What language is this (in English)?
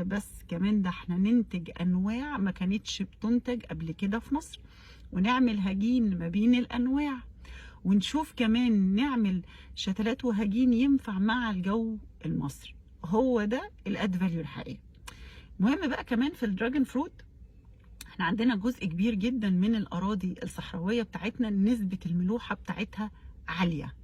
Egyptian Arabic